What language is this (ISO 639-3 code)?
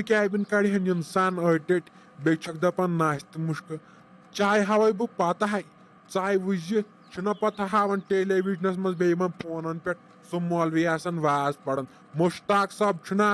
kas